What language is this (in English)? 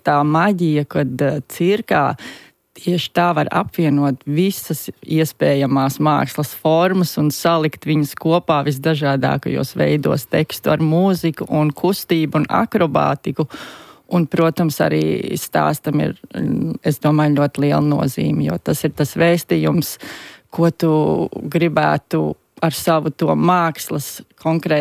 Latvian